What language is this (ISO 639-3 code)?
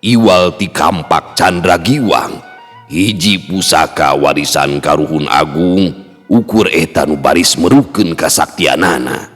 sun